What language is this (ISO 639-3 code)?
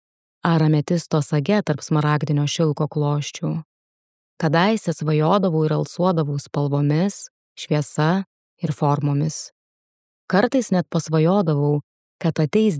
lit